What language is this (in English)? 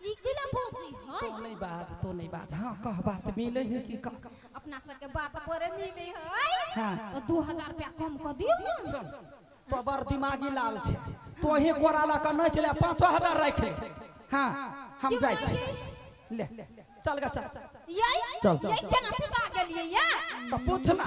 Maithili